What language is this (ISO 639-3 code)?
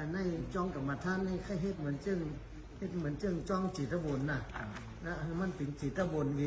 shn